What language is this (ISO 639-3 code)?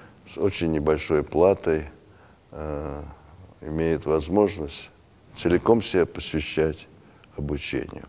rus